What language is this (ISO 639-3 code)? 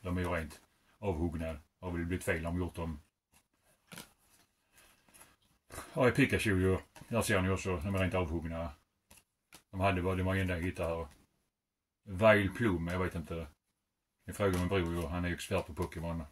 swe